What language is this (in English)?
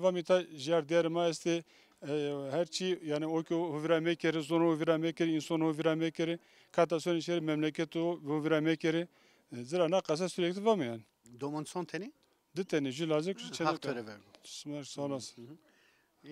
Zaza